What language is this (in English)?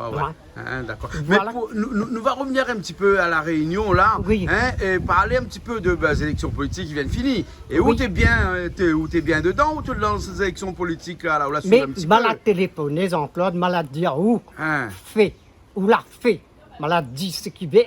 Réunion Creole French